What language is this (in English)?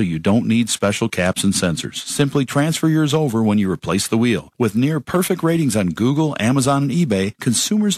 English